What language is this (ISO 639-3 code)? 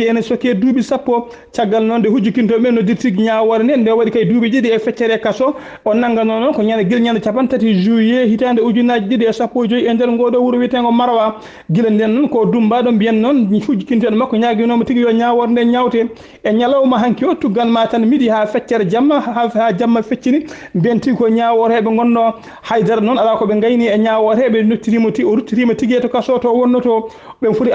ful